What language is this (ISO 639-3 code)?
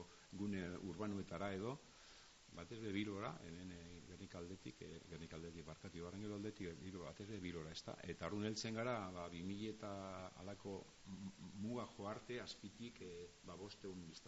eus